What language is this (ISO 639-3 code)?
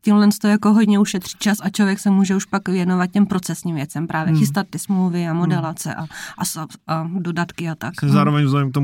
ces